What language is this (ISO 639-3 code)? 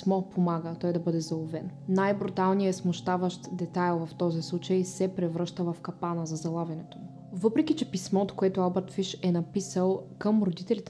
bul